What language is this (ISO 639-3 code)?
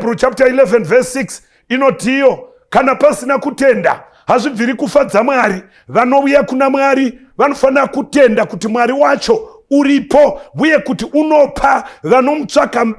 sna